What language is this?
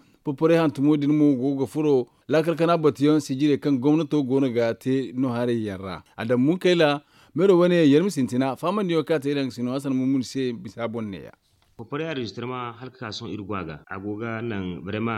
Zarma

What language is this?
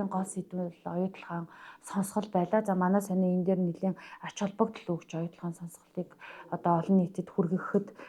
Mongolian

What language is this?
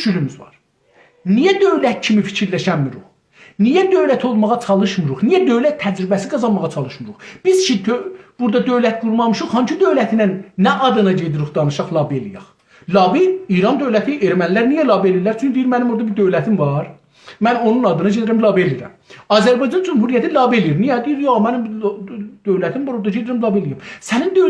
South Azerbaijani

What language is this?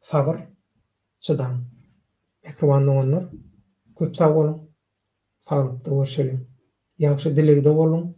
Turkmen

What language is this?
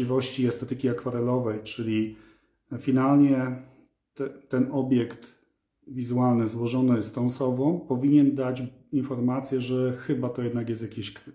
Polish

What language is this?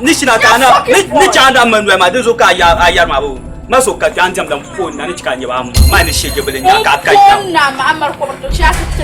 Dagbani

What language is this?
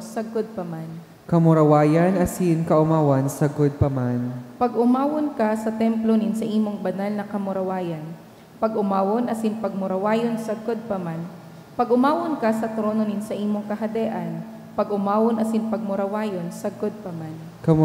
Bikol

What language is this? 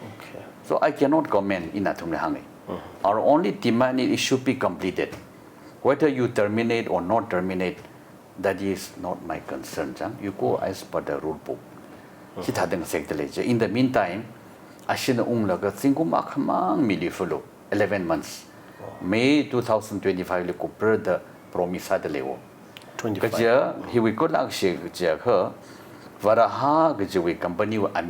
Tangkhul Naga (India)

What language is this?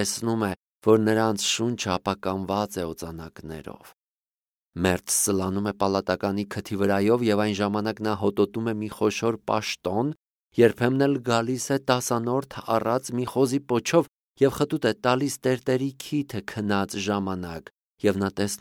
Armenian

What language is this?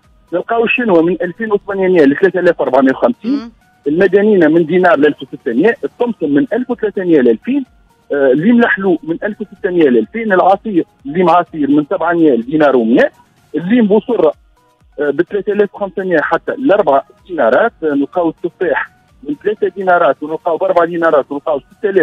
Tunisian Arabic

